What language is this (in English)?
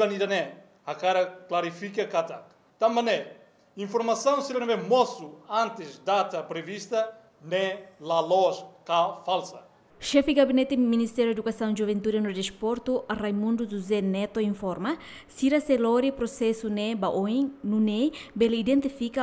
Tetum